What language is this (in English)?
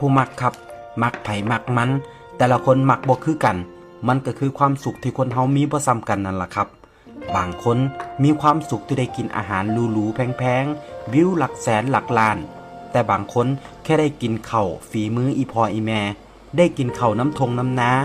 Northeastern Thai